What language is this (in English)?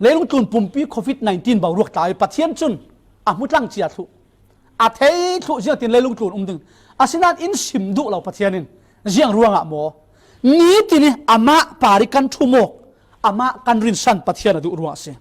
Falam Chin